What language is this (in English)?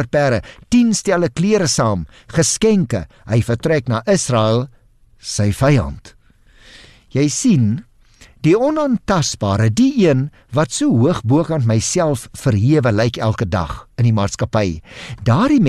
Afrikaans